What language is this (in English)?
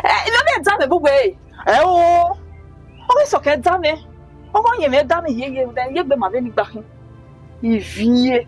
Bini